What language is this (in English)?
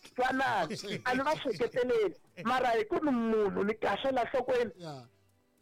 Tsonga